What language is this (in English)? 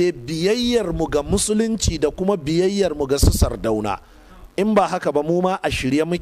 Hausa